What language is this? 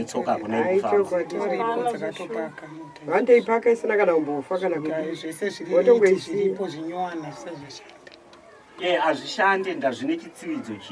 Shona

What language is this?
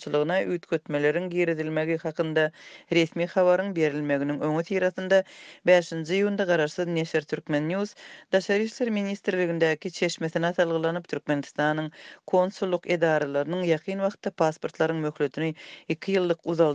Turkmen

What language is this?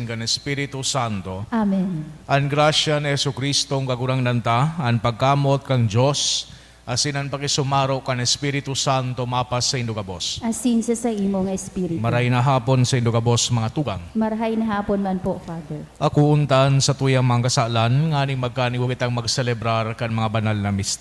Bikol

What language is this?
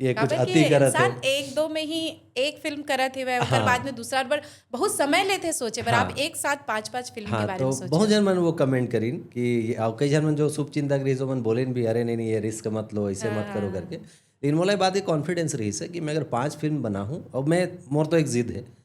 Chhattisgarhi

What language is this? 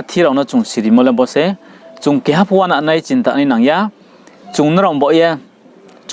Riang (India)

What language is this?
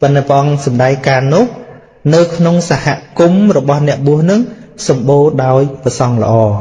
Khmer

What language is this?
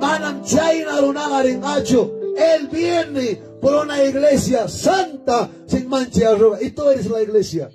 Ayacucho Quechua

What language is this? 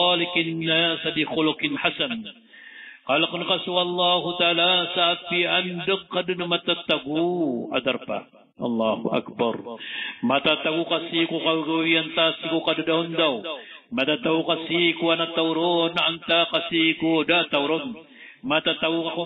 Maranao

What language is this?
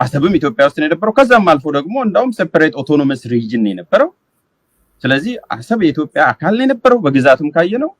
Amharic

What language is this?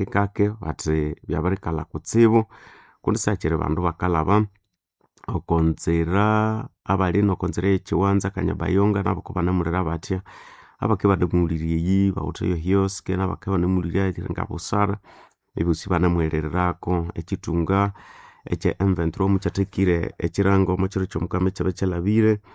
Nande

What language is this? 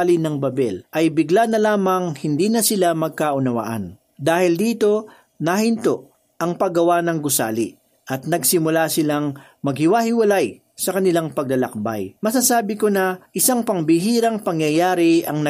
Filipino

